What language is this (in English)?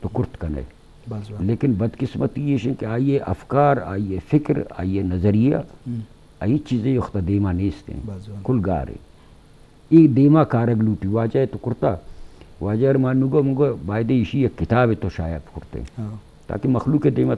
Eastern Balochi